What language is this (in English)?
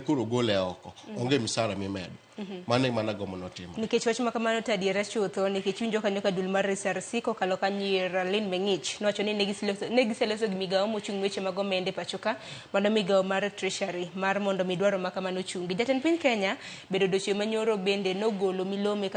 Luo (Kenya and Tanzania)